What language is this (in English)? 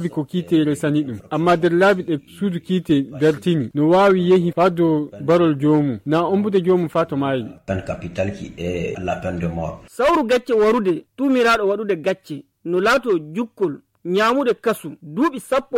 Nigerian Fulfulde